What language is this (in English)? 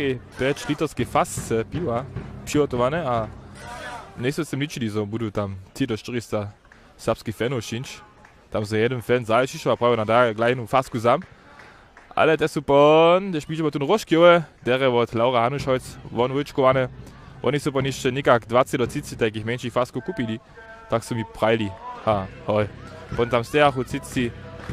Upper Sorbian